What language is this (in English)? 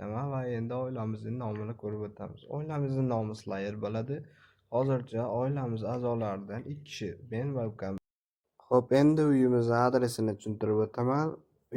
Uzbek